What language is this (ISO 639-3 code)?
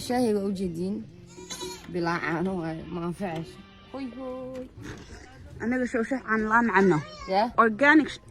som